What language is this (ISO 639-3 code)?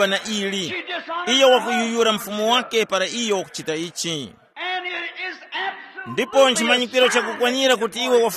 tum